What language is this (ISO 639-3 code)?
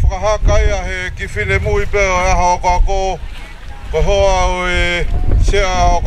ton